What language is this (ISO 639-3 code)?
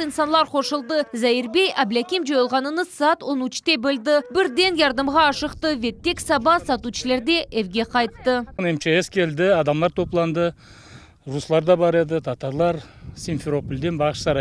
crh